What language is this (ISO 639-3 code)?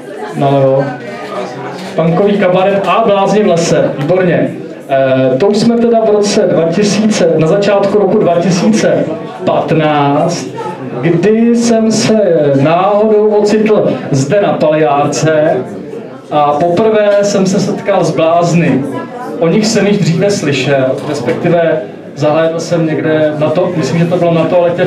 ces